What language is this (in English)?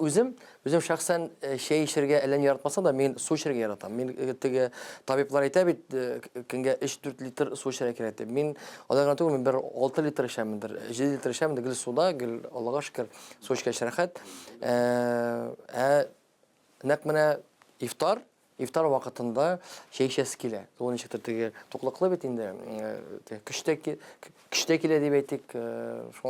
Tatar